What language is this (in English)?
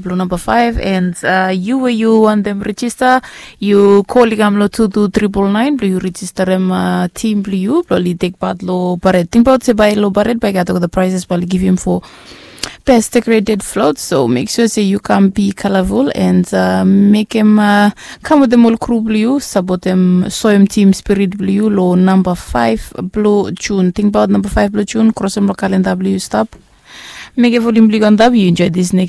Bislama